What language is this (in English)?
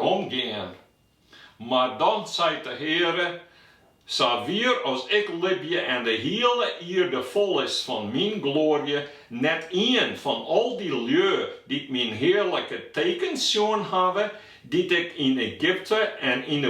Western Frisian